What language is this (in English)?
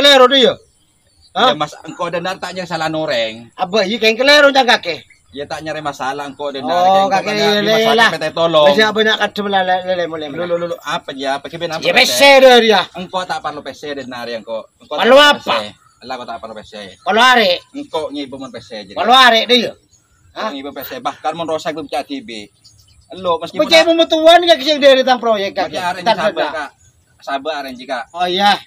Madurese